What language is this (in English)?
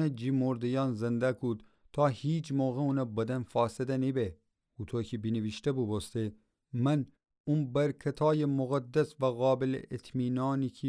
Gilaki